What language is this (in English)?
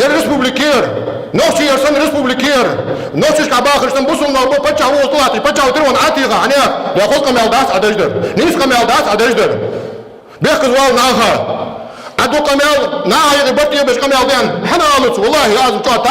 Ingush